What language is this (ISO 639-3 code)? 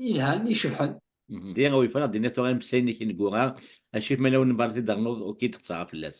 kab